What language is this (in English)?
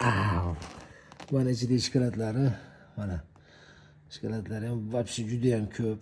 Uzbek